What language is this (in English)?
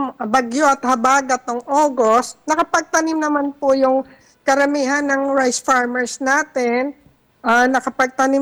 Filipino